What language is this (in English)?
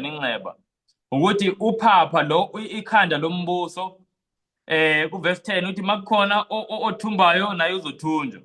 Zulu